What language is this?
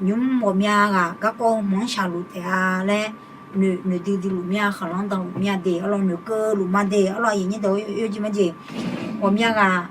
Akha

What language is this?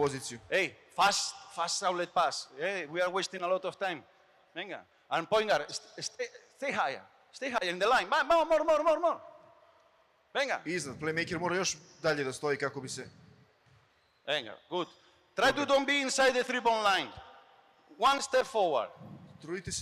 Serbian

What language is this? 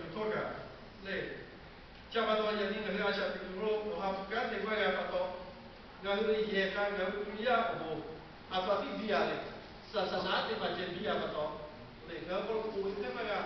Lahu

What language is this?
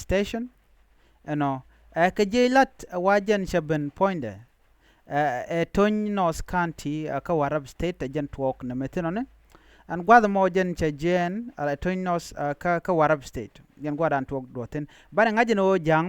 Nuer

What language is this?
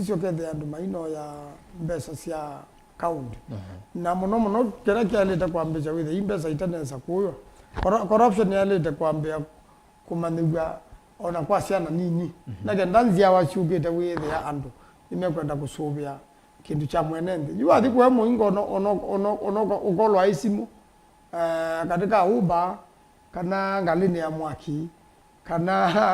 Kamba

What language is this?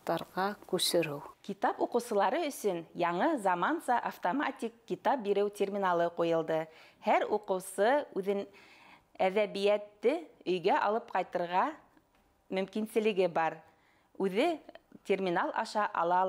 Bashkir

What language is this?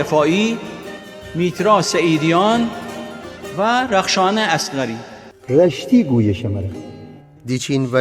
Gilaki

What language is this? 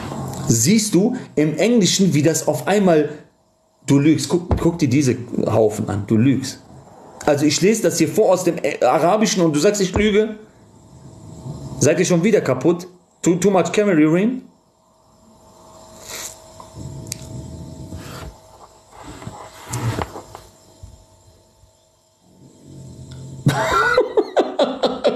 German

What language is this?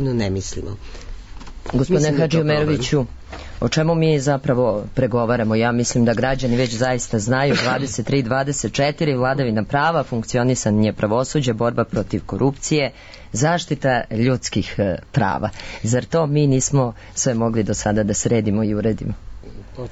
Serbian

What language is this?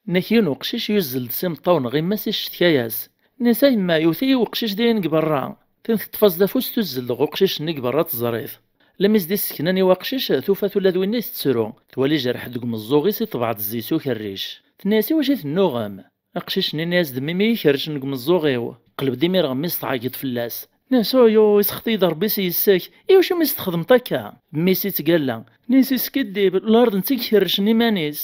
Kabyle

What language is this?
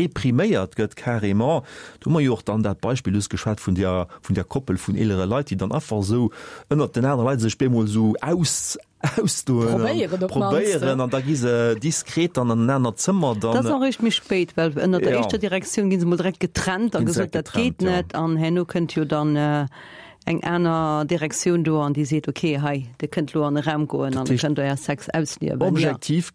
Luxembourgish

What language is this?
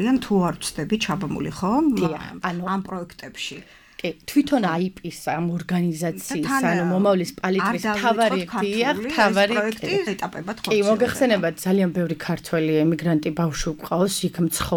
Georgian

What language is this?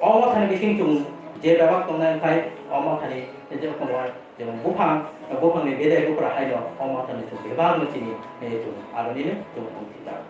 Kok Borok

